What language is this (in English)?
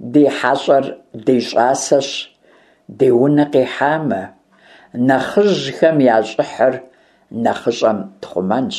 Kabardian